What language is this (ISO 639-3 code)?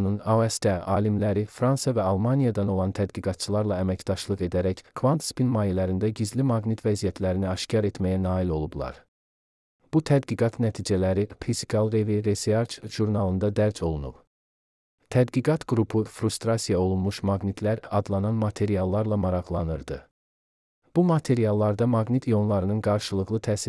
aze